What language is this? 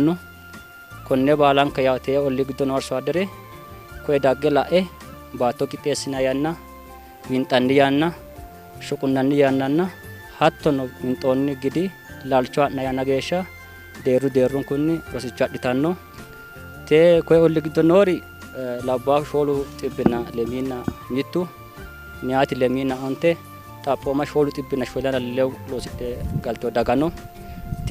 Sidamo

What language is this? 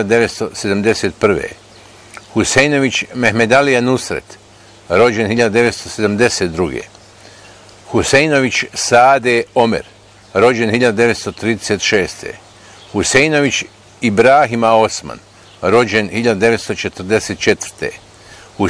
Bosnian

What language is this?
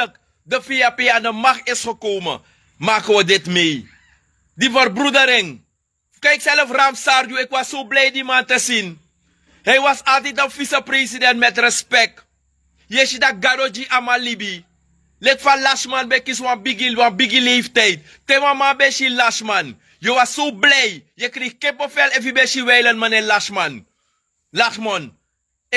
Sranan Tongo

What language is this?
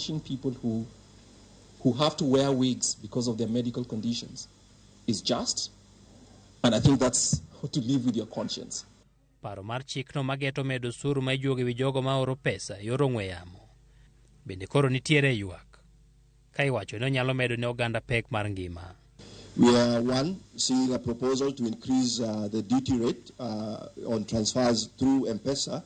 Luo (Kenya and Tanzania)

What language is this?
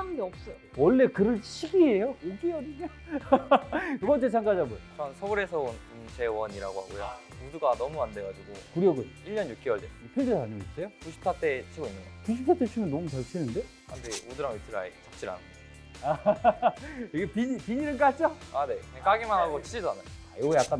Korean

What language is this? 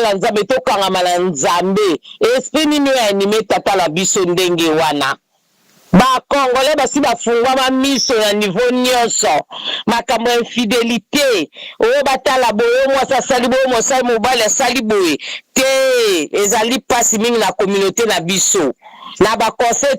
Lingala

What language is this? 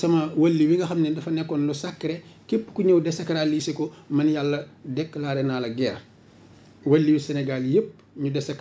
Wolof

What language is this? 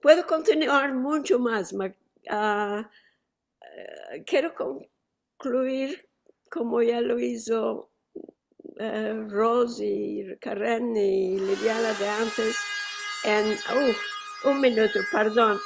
Ladino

